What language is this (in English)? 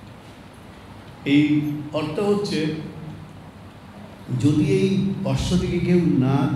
Bangla